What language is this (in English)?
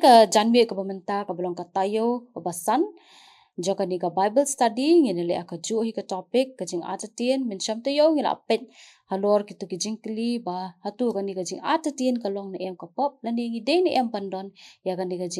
Khasi